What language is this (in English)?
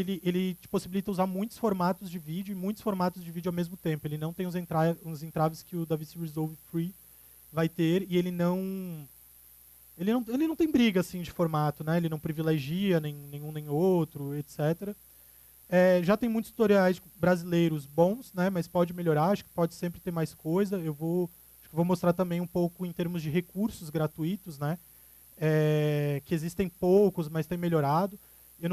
Portuguese